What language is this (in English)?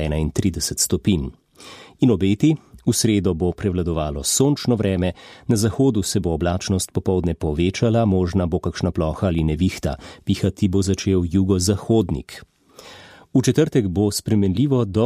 Slovenian